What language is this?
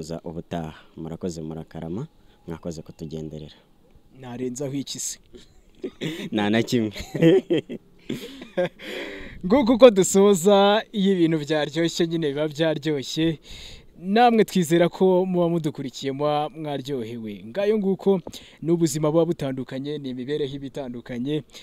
Kinyarwanda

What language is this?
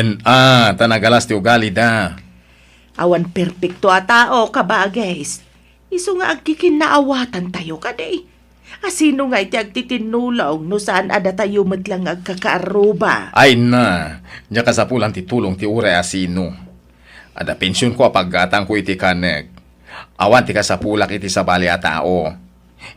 Iloko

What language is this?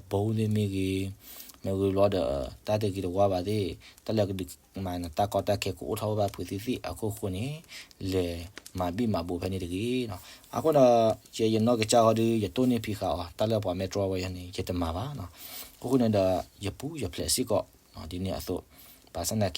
S'gaw Karen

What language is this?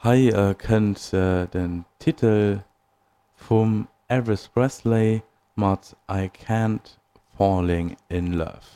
Luxembourgish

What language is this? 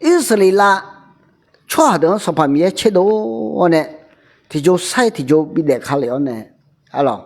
Akha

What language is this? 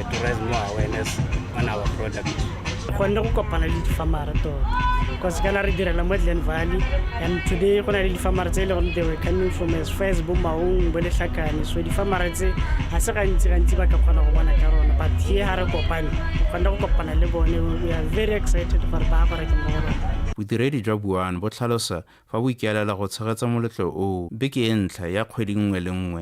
Tswana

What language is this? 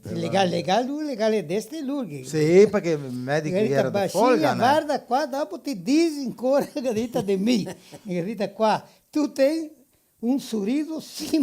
Venetian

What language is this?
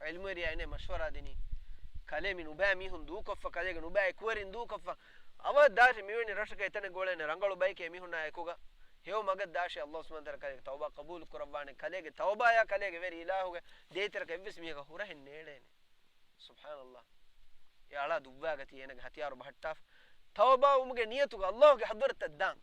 Divehi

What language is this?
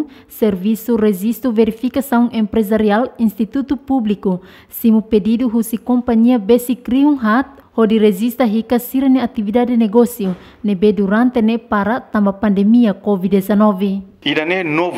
Tetum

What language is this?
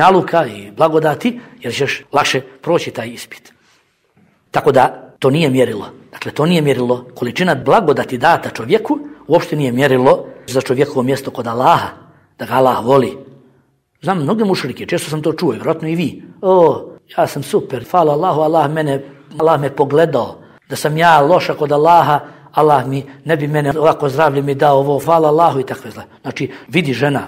Bosnian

